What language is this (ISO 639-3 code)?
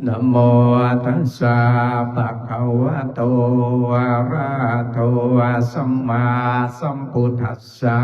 pli